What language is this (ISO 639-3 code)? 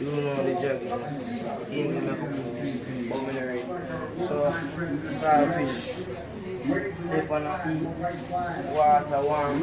jam